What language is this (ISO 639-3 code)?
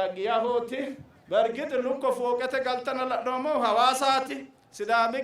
sid